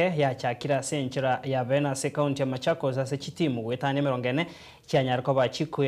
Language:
Gusii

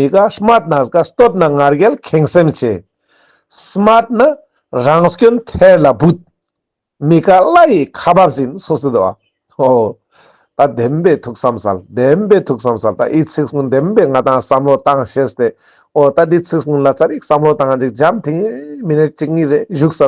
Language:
Ladakhi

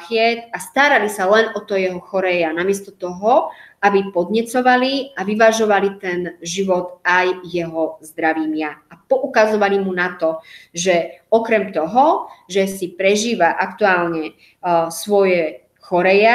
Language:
Slovak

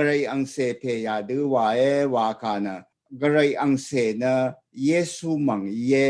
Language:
Rawang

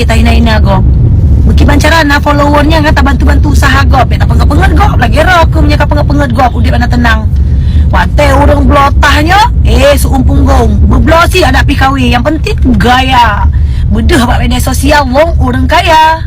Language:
Achinese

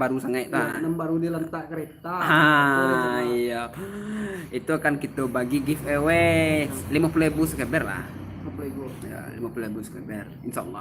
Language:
Minangkabau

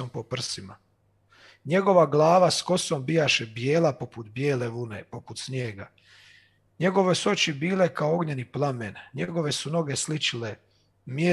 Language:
Croatian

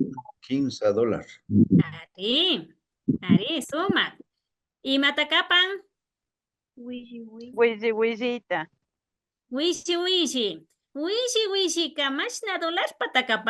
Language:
Imbabura Highland Quichua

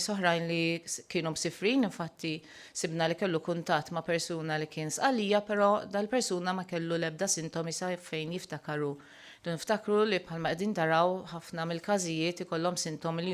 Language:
Maltese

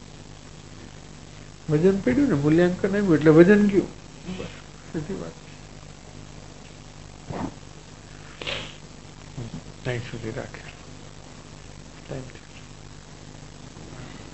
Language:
Gujarati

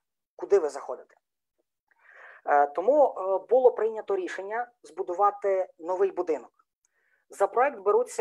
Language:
Ukrainian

